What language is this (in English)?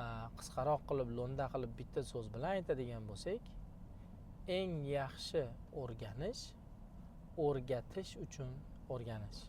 Uzbek